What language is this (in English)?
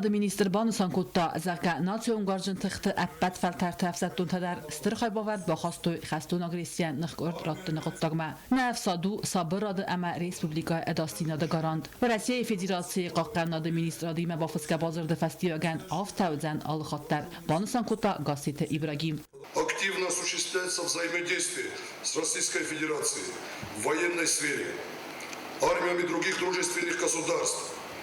Ossetic